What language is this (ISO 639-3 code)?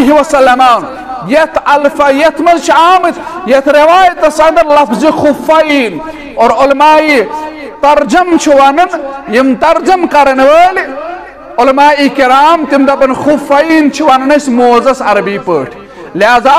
kas